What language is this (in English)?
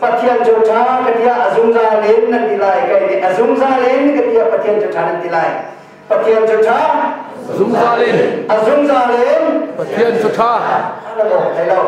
Hakha Chin